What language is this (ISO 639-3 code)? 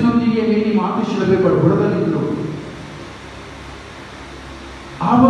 kan